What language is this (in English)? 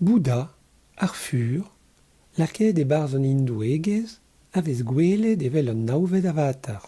Breton